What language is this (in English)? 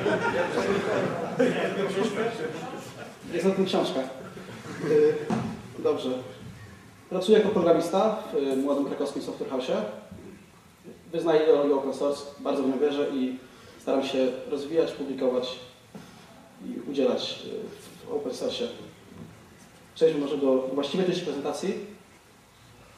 Polish